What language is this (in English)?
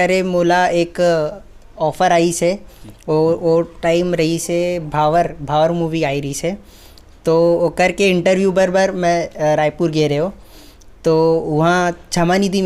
Chhattisgarhi